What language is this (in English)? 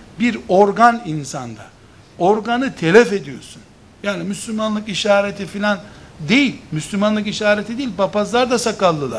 Turkish